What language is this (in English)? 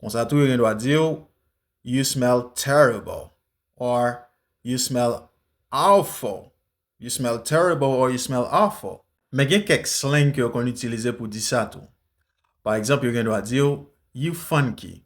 Haitian Creole